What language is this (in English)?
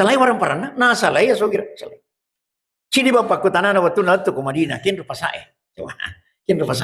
Buginese